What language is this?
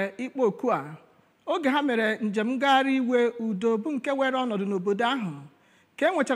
Igbo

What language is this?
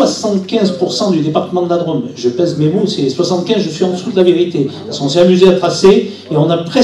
French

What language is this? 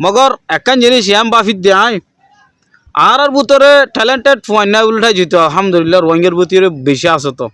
Rohingya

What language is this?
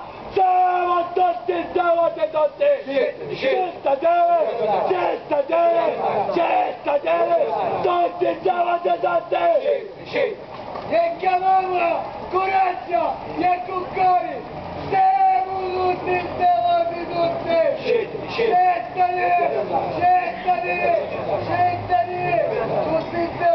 Sicilian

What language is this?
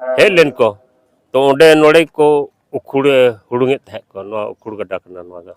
Santali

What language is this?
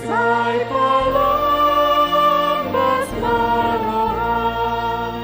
Batak Toba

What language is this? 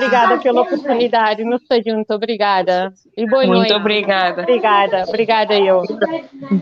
Kabuverdianu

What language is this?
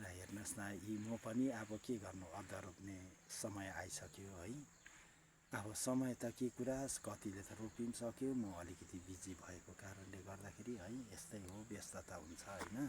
Nepali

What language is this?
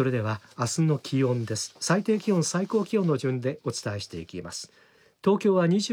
Japanese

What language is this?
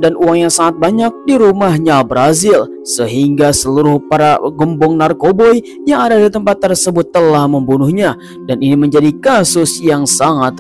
Indonesian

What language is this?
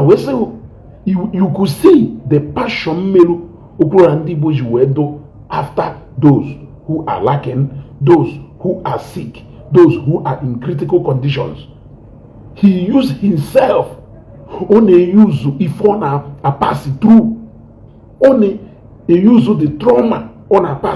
Igbo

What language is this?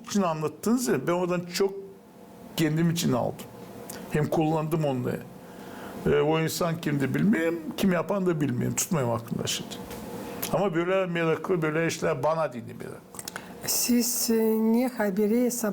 Gagauz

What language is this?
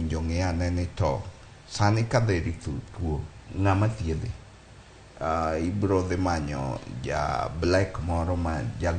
Luo (Kenya and Tanzania)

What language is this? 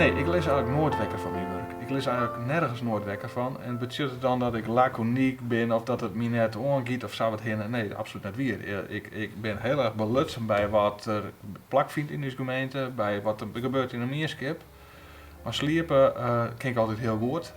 Western Frisian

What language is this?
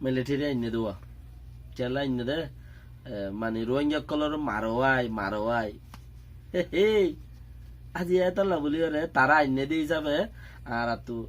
Rohingya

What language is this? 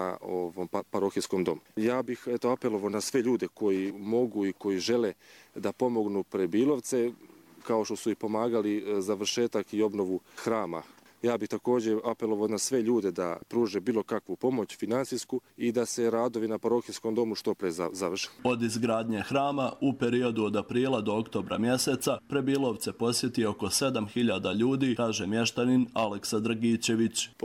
Bosnian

